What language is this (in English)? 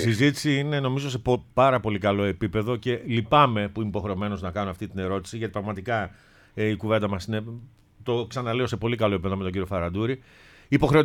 Greek